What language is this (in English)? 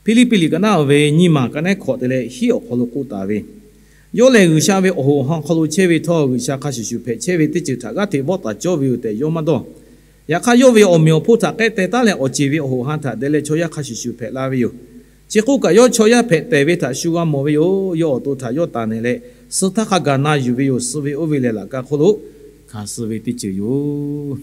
Lahu